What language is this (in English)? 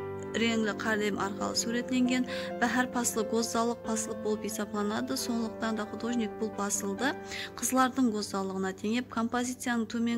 Kara-Kalpak